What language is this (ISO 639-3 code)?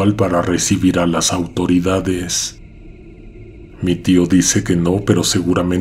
spa